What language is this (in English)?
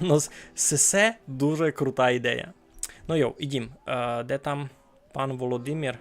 Rusyn